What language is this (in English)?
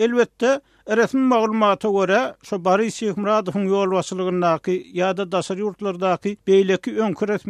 Turkmen